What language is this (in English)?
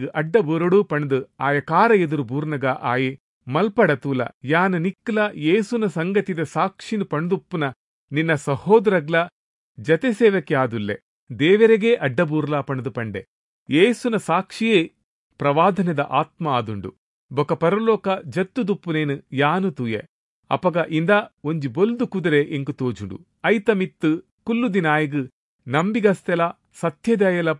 Tulu